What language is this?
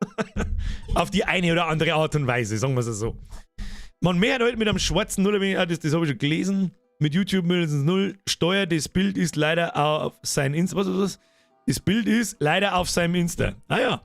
Bavarian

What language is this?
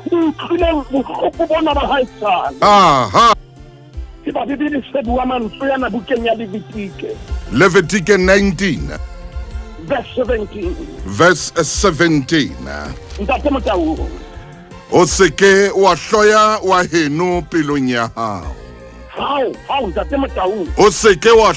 Southern Sotho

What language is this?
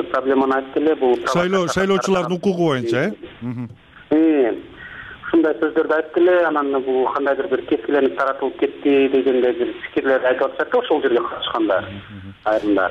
Kyrgyz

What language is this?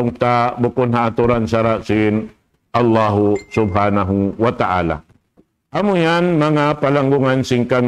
Tausug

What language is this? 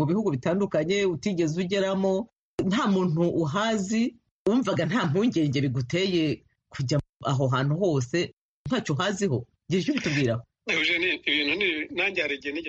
Kinyarwanda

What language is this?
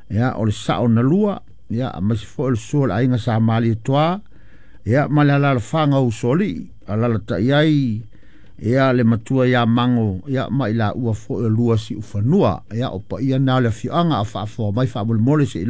Samoan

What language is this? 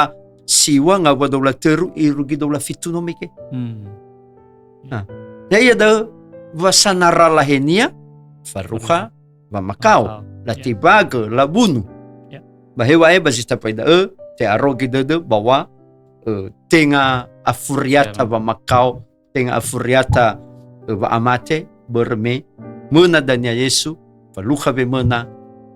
Nias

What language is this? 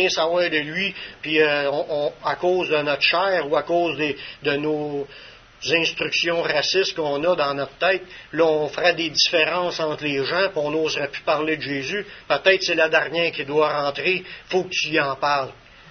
French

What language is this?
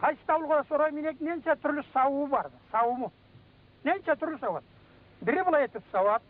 Karachay-Balkar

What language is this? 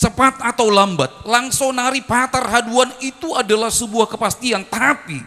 Batak Simalungun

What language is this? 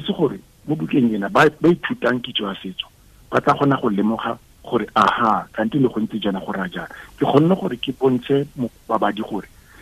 Tswana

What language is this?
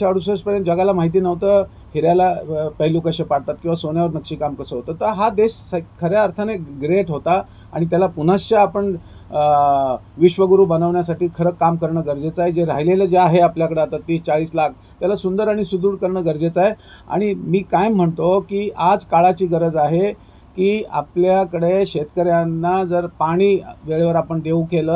Marathi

